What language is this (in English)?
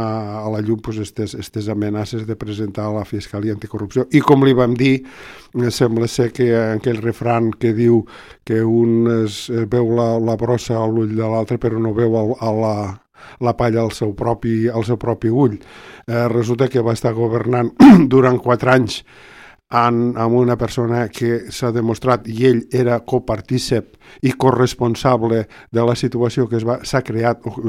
Catalan